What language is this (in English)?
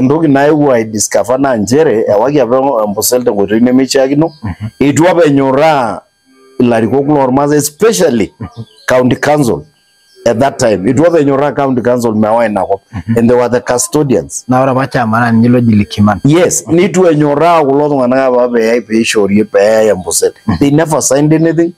Masai